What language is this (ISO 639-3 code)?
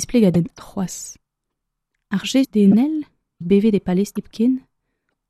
bre